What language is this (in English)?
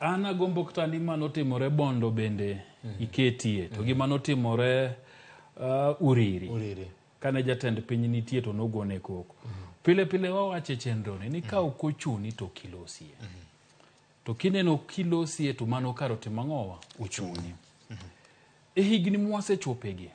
Luo (Kenya and Tanzania)